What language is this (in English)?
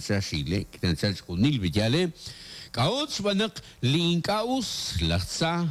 Kekchí